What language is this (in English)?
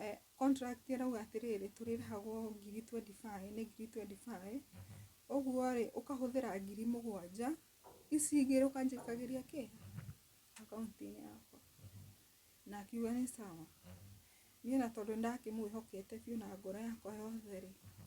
Kikuyu